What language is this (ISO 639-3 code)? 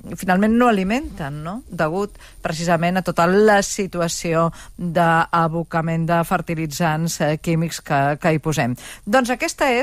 cat